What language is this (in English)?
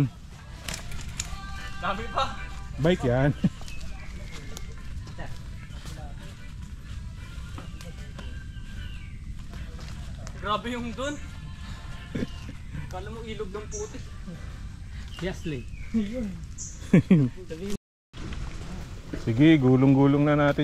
Filipino